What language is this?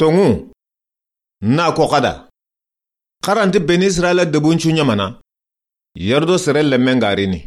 Soninke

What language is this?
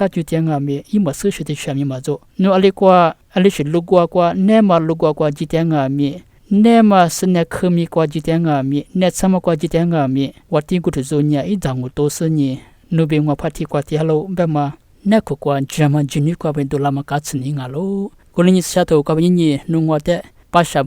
Lisu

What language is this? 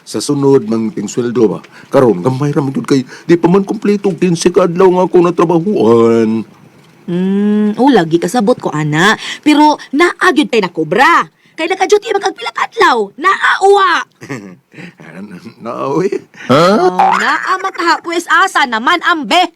Cebuano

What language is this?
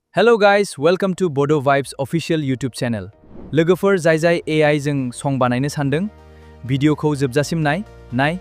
Bodo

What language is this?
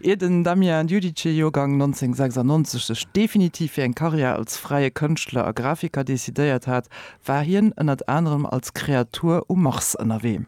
Luxembourgish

